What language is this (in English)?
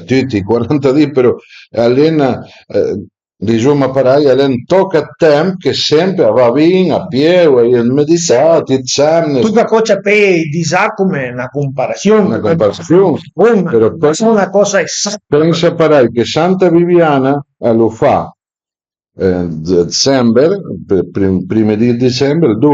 Piedmontese